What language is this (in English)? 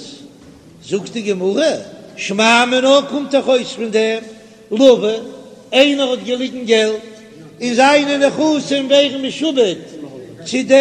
Yiddish